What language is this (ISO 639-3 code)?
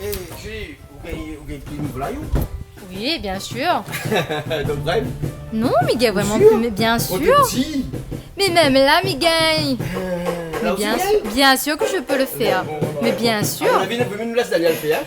rcf